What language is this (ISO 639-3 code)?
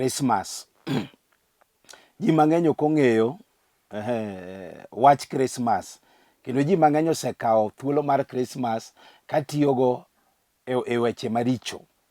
luo